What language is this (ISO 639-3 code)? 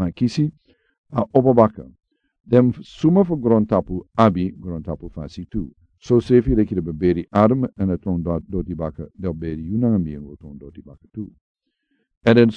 srn